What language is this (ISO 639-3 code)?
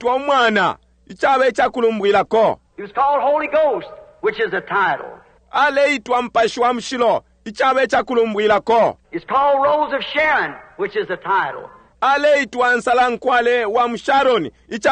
bem